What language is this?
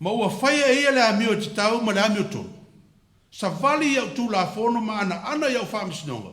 Samoan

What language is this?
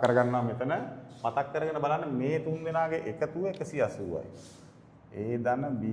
Sinhala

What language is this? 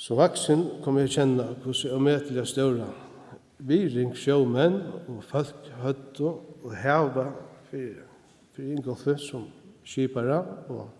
Faroese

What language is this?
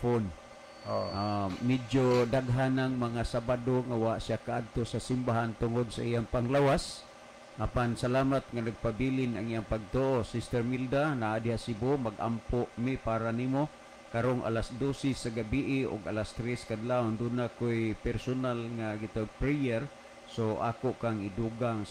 Cebuano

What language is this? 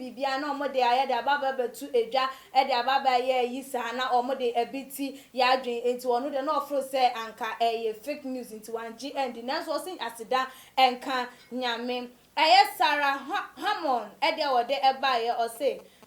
Akan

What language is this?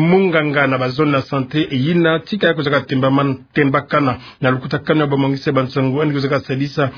Kituba (Democratic Republic of Congo)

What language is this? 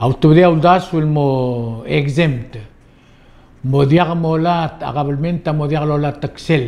Palauan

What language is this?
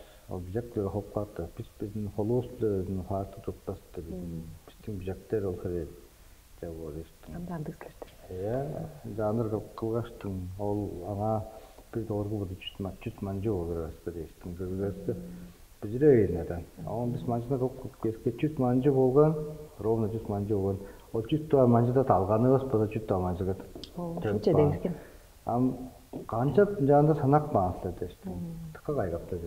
Tuvinian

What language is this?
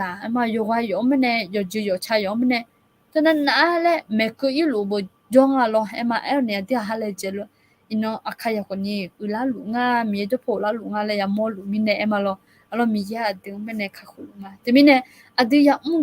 Akha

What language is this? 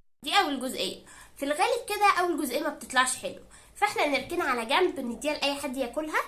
Egyptian Arabic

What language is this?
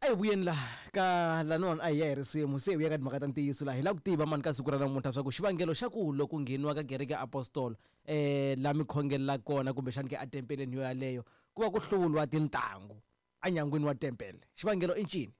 Tsonga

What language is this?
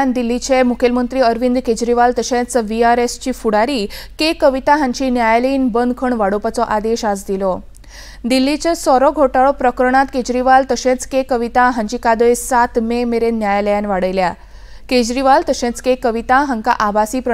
Konkani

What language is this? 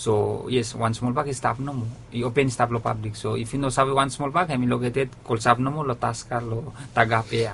Bislama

